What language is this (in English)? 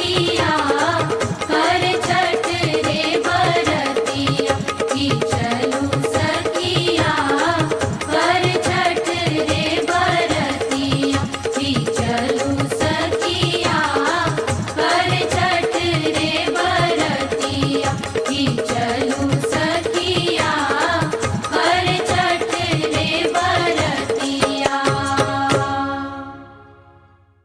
Bhojpuri